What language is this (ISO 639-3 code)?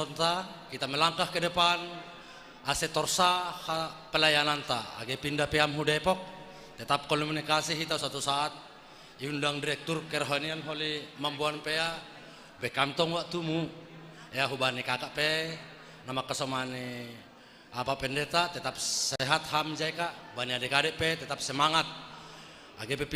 bts